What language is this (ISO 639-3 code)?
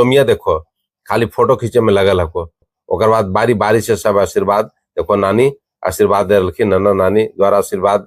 mag